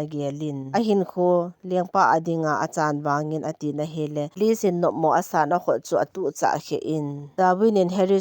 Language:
Thado Chin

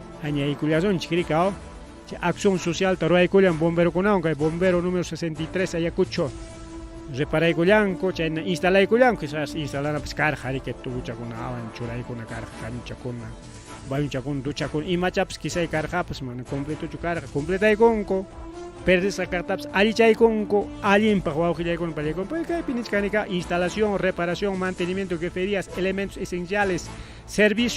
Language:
Ayacucho Quechua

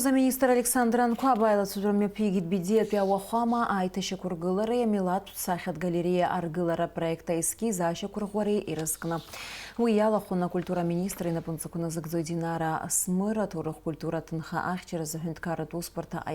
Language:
Abkhazian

